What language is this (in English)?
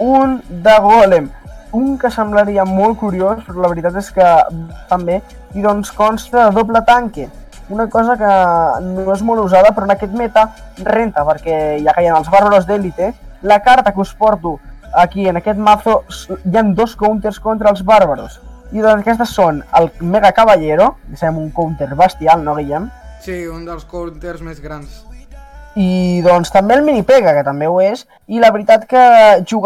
Catalan